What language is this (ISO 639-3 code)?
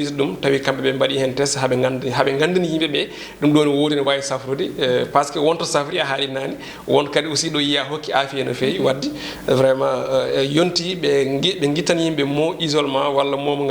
ful